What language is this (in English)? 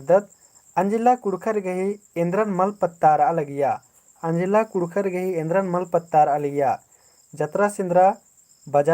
Kurukh